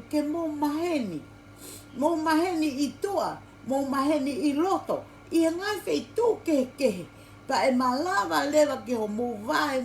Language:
Tongan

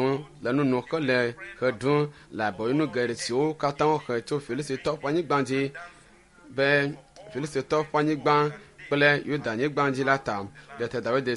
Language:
Ewe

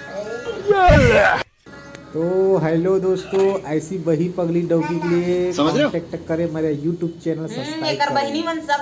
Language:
Chhattisgarhi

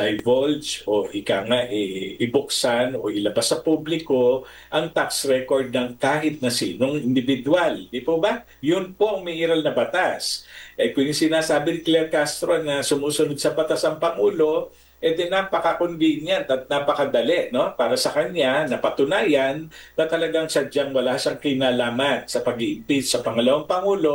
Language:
Filipino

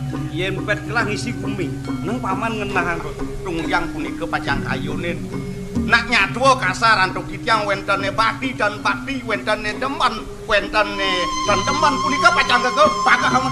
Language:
Balinese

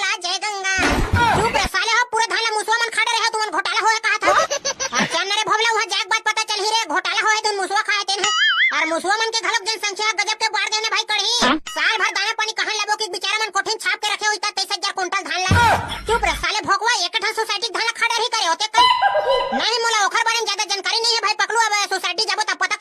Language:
Chhattisgarhi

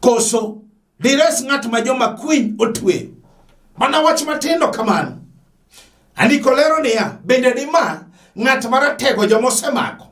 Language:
Luo (Kenya and Tanzania)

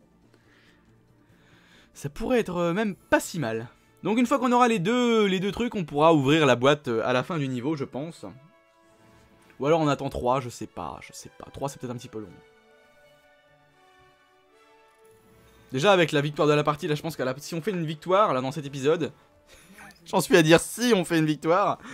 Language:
French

